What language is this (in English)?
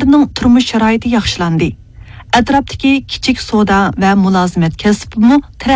Uyghur